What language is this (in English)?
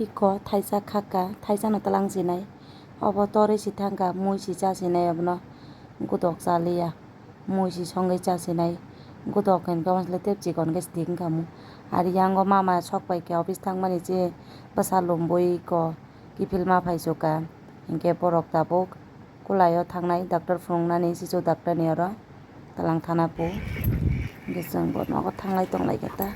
Kok Borok